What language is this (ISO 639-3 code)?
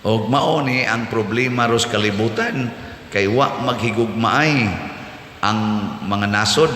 ceb